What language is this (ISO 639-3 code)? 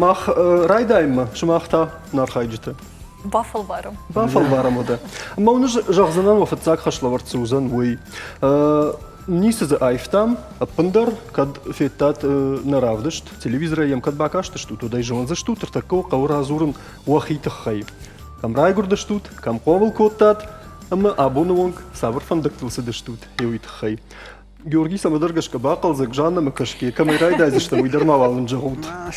oss